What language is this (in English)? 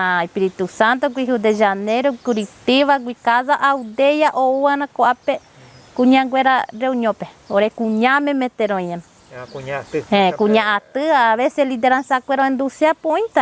Guarani